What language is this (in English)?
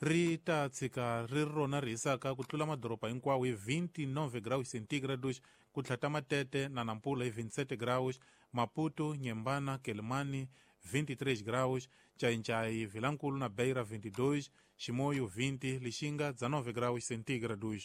Tsonga